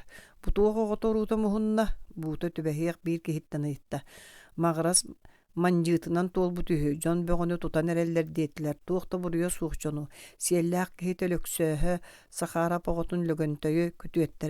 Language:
Yakut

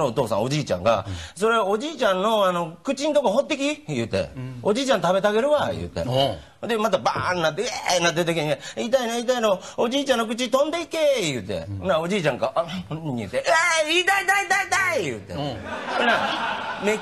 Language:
Japanese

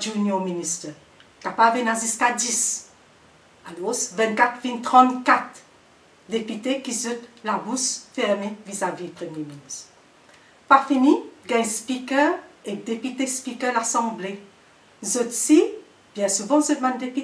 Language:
Morisyen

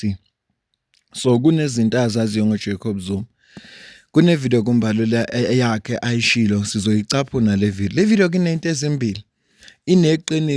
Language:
Zulu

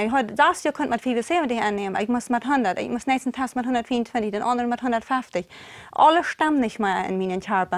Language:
Plautdietsch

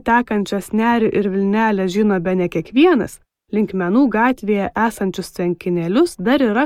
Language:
Lithuanian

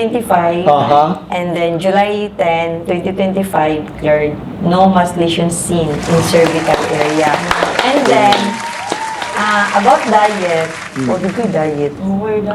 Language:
Cebuano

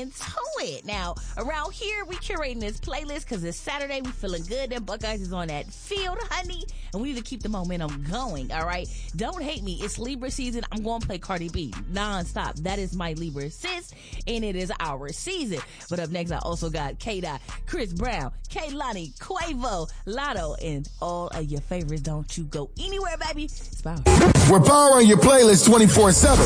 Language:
English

